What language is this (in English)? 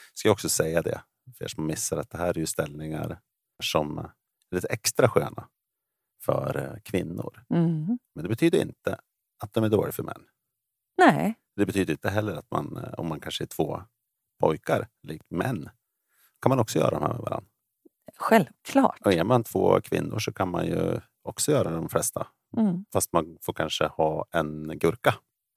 Swedish